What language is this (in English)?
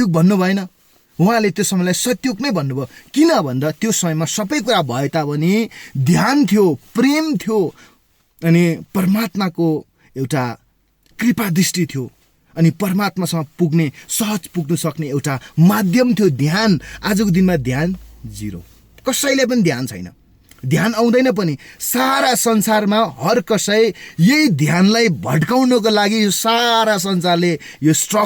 Nepali